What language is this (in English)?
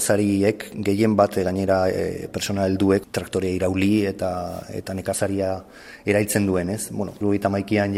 Basque